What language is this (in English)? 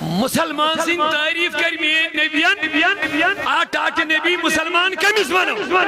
Kashmiri